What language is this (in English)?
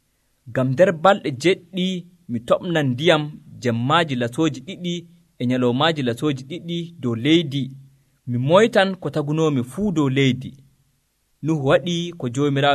Nigerian Fulfulde